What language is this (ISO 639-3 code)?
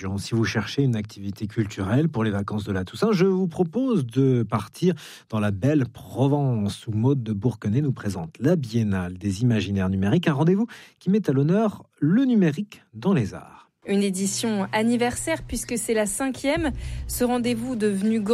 fra